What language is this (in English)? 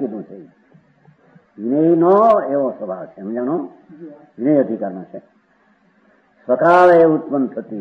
Gujarati